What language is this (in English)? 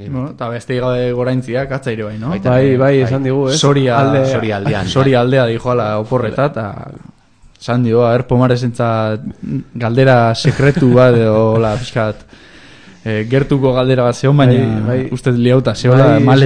Basque